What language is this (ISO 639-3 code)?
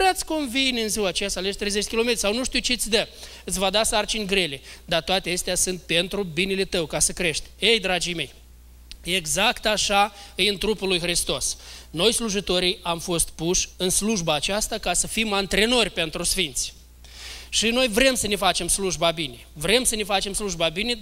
ron